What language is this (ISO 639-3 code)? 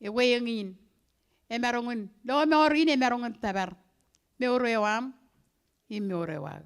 mah